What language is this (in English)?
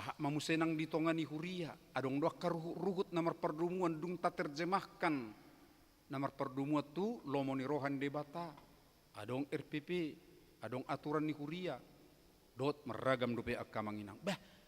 Batak Toba